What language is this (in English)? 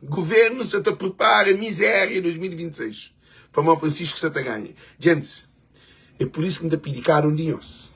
Kabuverdianu